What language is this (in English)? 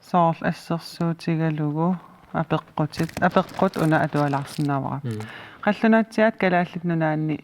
Kalaallisut